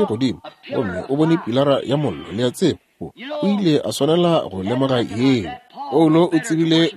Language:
Northern Sotho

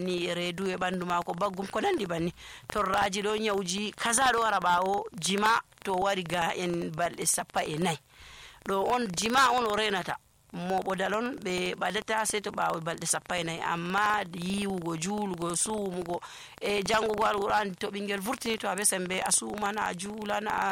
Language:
Nigerian Fulfulde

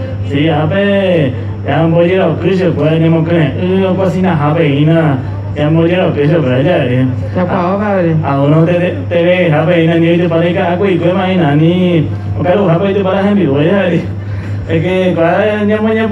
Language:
Guarani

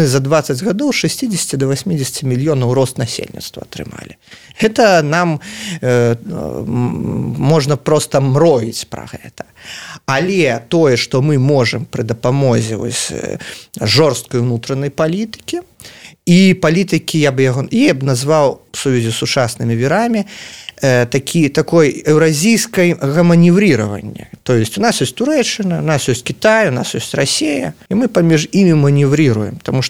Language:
Belarusian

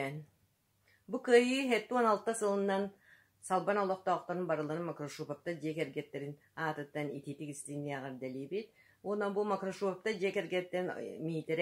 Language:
Yakut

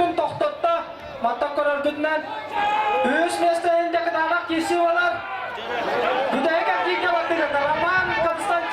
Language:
Yakut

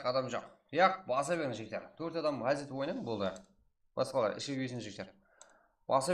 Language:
Kara-Kalpak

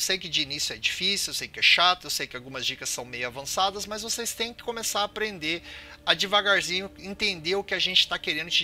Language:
Portuguese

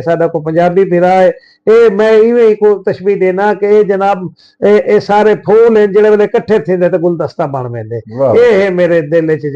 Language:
Saraiki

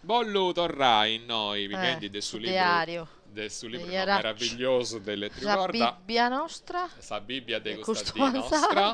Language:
Sardinian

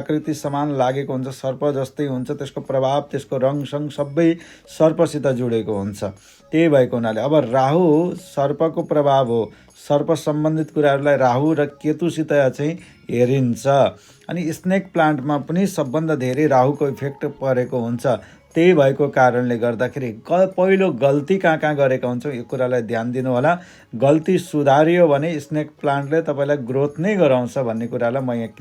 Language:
Nepali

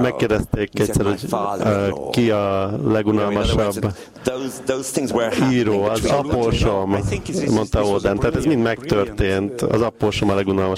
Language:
Hungarian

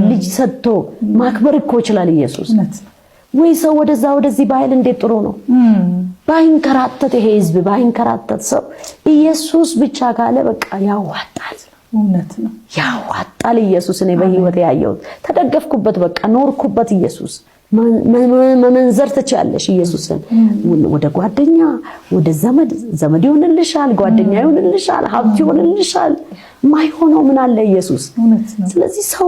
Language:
Amharic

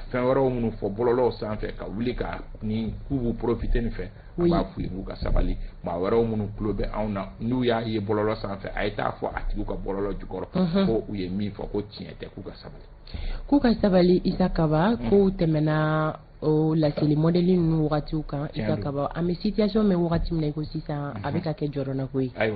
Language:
Bambara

